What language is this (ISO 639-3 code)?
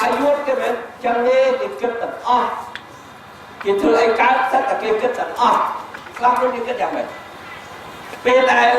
khm